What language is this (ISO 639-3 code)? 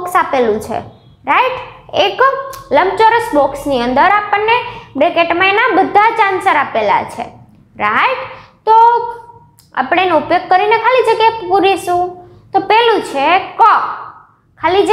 guj